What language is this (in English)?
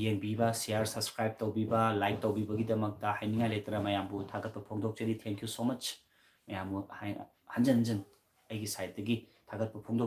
Manipuri